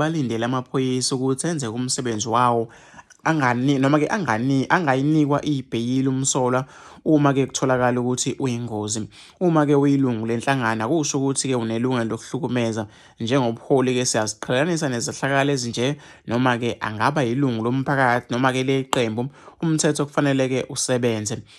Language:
Zulu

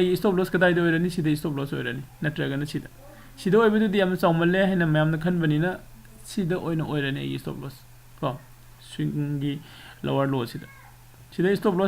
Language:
Manipuri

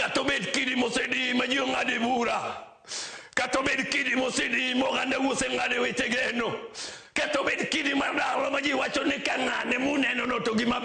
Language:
Luo (Kenya and Tanzania)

